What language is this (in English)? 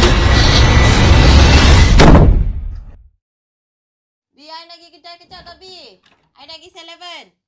Malay